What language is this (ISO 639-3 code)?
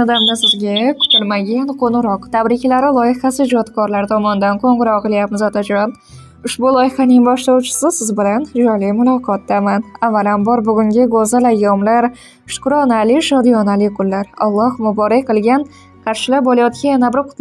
uzb